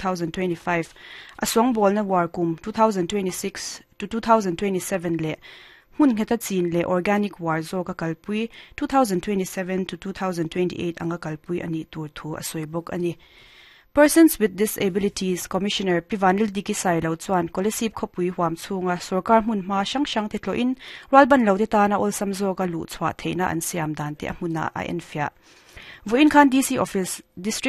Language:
Mizo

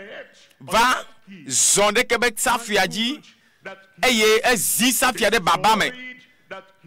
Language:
Ewe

